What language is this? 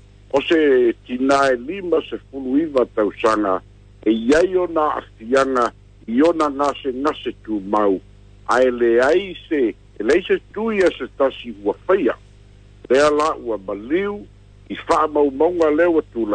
Samoan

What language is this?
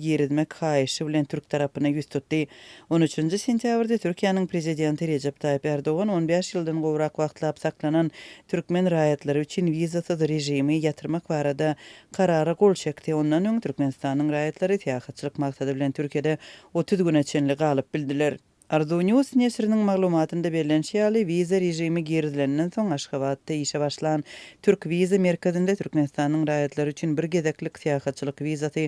Turkmen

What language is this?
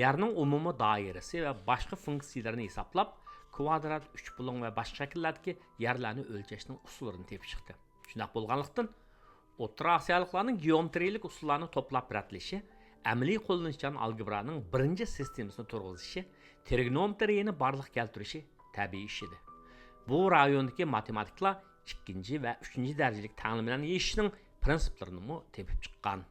Uyghur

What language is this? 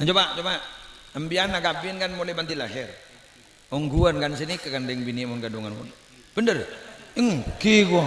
Madurese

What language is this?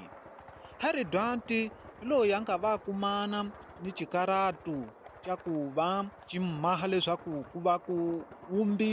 Tsonga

